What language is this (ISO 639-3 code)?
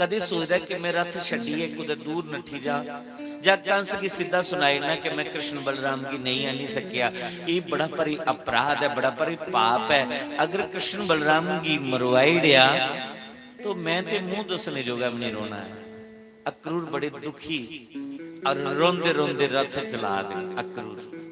doi